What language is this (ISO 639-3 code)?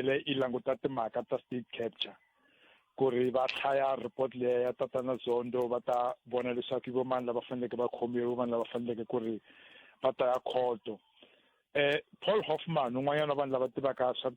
tso